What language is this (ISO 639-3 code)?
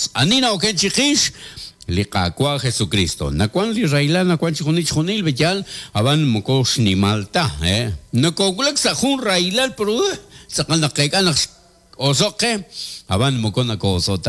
kek